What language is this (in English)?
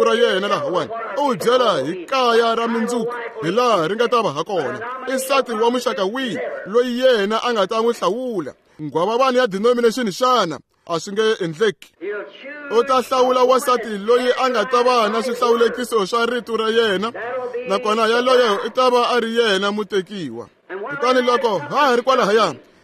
Tsonga